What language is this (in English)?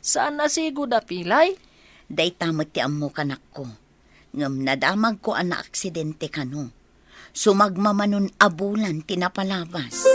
Iloko